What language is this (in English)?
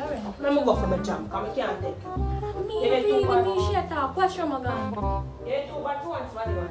Jamaican Creole English